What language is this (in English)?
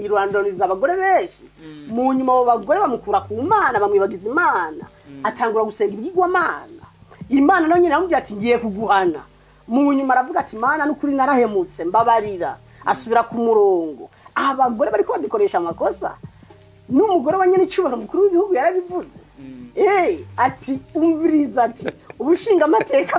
Rundi